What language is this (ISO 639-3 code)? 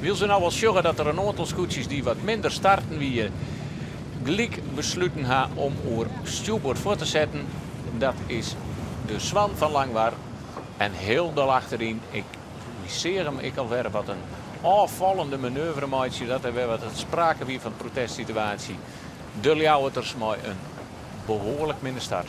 fry